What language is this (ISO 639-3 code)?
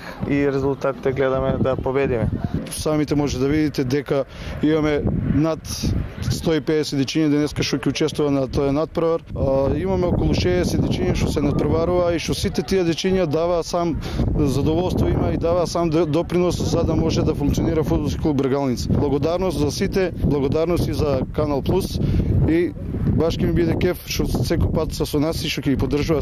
mkd